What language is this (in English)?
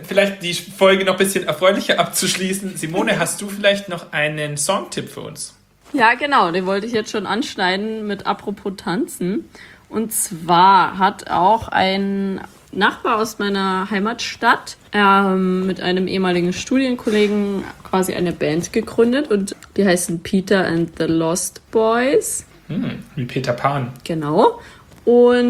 German